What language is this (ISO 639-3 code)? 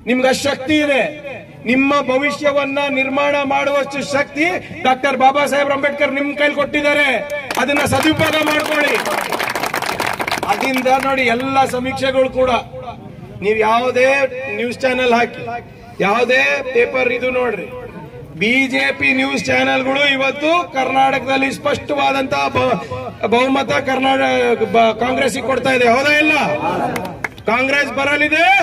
kan